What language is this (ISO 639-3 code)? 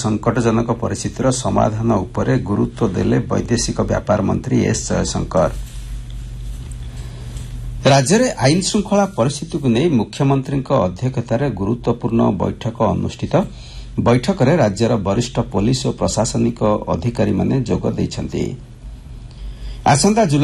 ori